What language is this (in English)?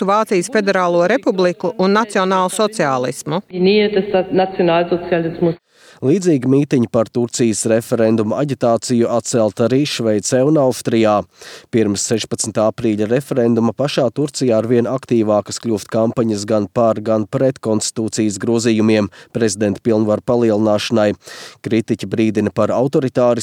Latvian